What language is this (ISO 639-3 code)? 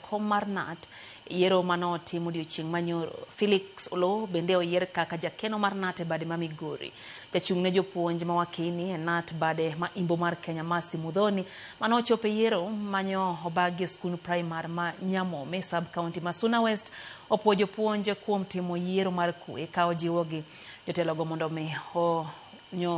luo